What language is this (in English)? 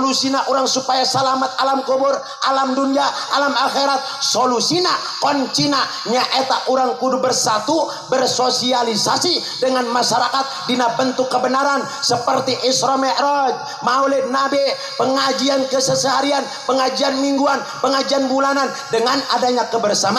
Sundanese